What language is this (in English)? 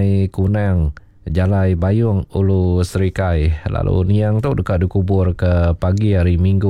Iban